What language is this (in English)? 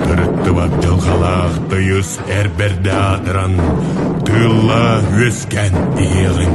Yakut